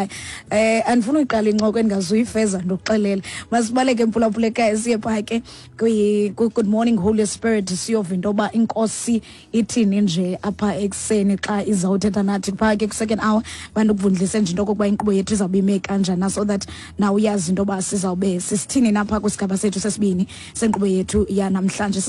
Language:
Xhosa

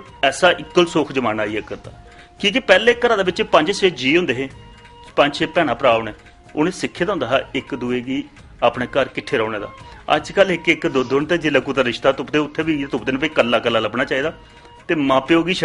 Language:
Dogri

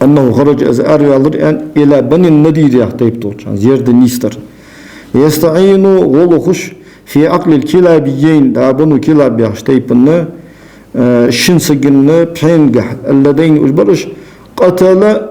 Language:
Ingush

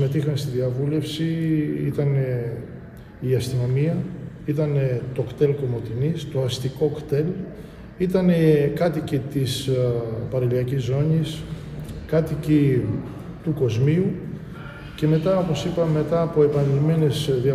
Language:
Greek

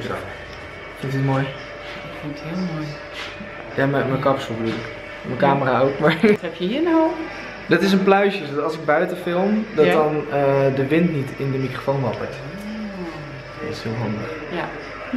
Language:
Dutch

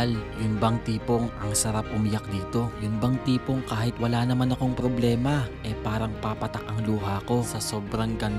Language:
Filipino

